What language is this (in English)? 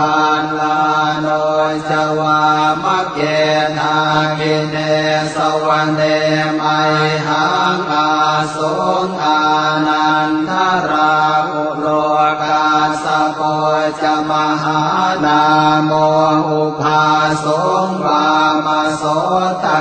Pali